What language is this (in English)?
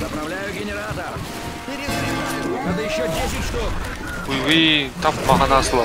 Kara-Kalpak